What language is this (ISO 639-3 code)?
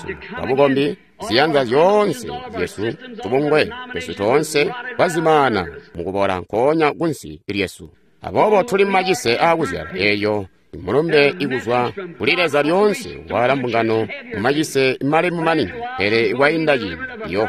toi